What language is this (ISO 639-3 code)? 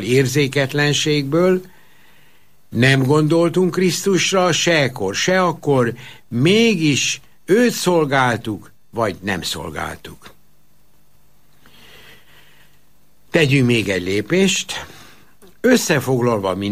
hun